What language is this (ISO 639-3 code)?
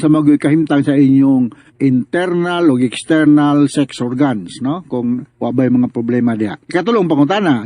ceb